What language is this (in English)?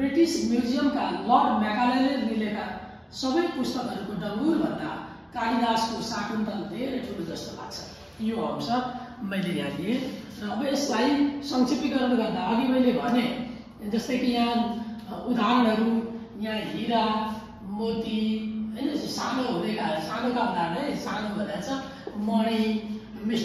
Nepali